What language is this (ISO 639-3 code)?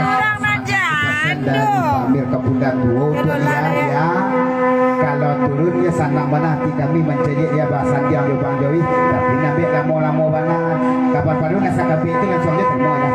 min